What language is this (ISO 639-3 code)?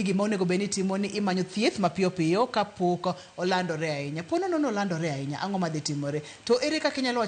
luo